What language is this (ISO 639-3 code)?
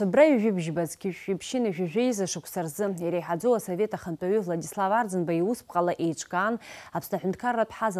abk